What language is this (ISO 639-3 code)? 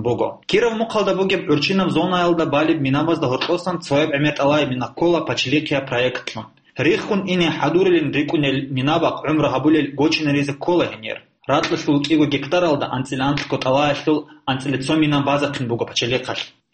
ava